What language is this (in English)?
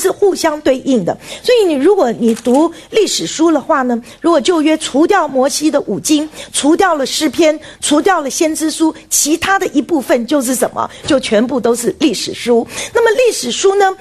Chinese